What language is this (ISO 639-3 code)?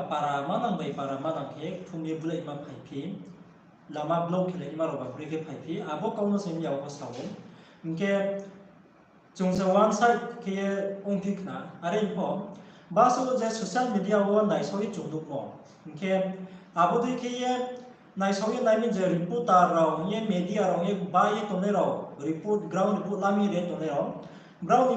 ria